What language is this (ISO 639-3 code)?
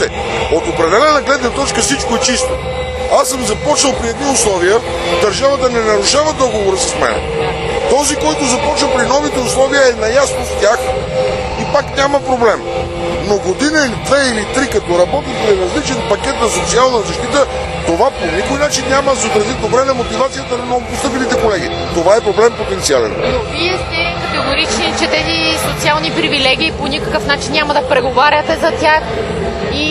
bul